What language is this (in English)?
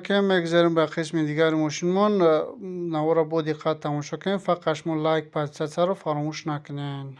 Tajik